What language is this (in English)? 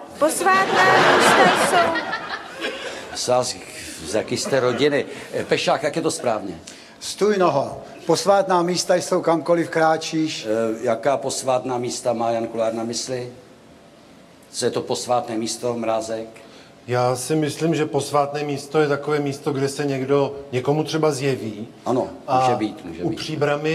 Czech